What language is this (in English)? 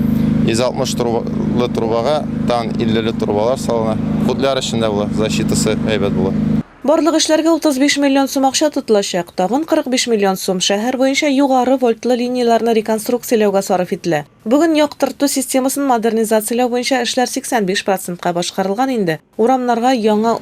Tatar